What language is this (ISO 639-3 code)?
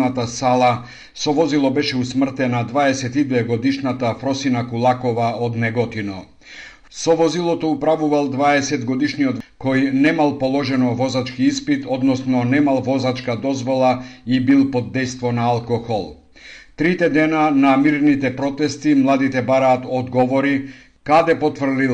mkd